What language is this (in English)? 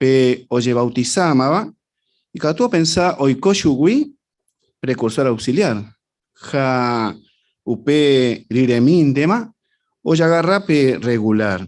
Guarani